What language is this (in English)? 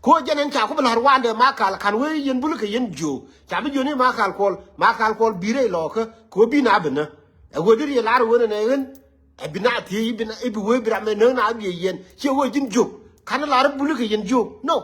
Nuer